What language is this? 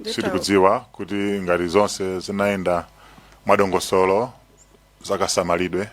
Nyanja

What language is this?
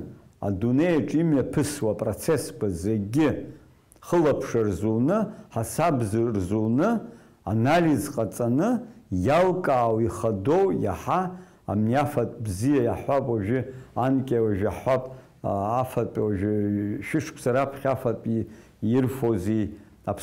Abkhazian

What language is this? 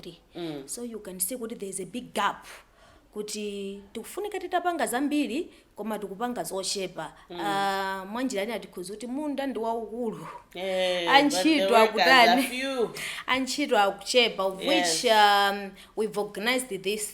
Nyanja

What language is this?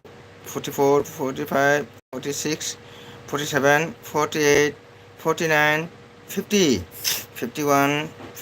Manipuri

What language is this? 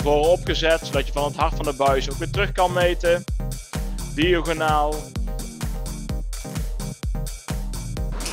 Dutch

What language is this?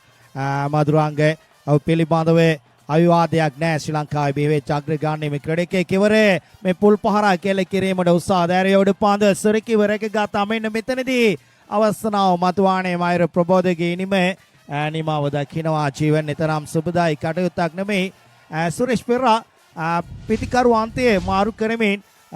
Sinhala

